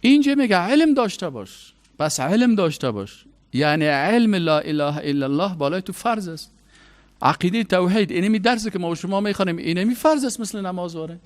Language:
Persian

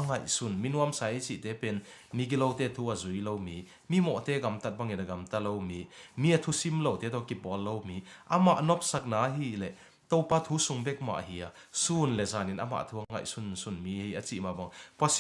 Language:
Tedim Chin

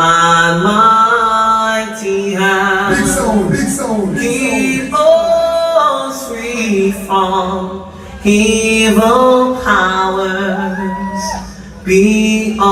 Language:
Jamaican Creole English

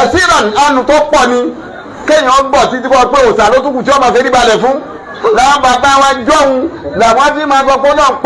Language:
Yoruba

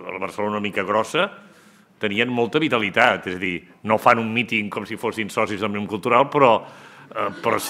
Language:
Catalan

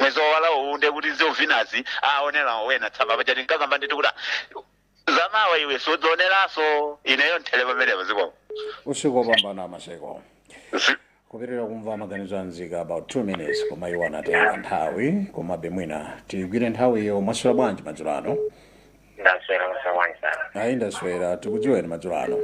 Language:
Nyanja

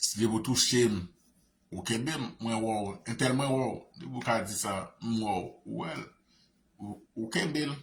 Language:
Haitian Creole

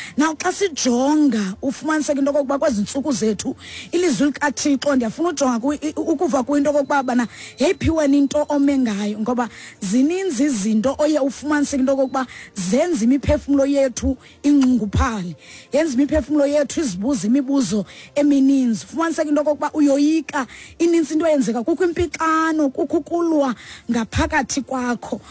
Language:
Xhosa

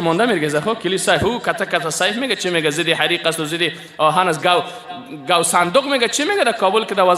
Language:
Persian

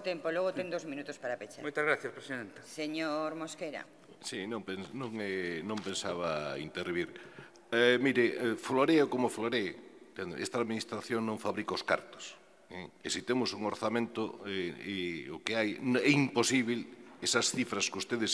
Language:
Galician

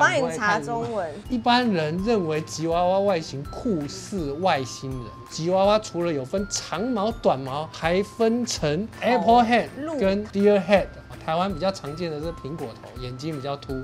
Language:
Chinese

